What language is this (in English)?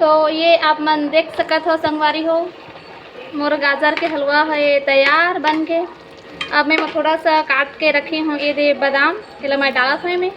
Chhattisgarhi